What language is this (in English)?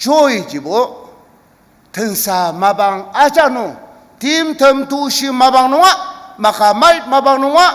Ao Naga